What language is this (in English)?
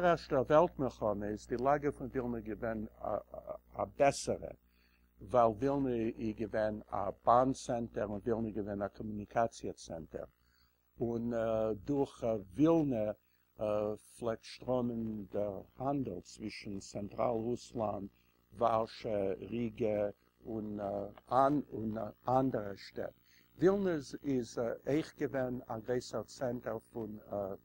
Yiddish